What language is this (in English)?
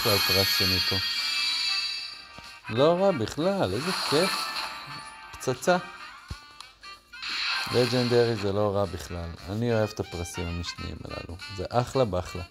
Hebrew